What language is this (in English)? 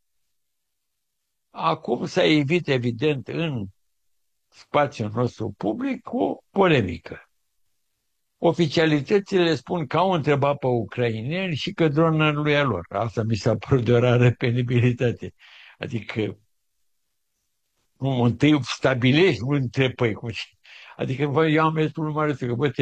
Romanian